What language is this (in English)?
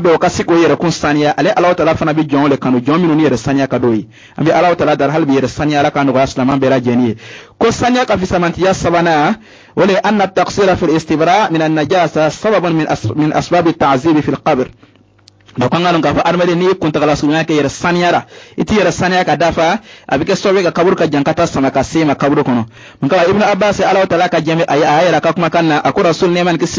Bambara